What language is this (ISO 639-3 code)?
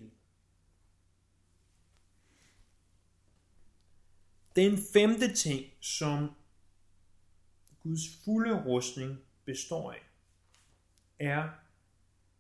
dan